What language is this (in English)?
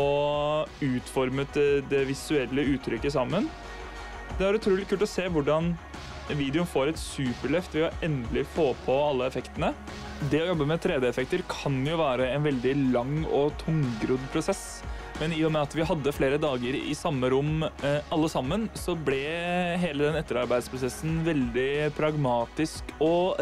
Norwegian